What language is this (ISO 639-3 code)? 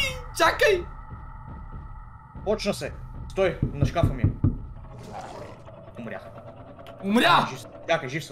bul